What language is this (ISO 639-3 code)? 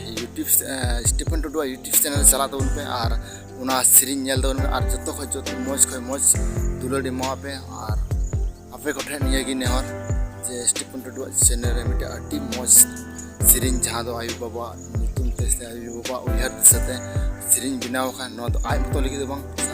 sat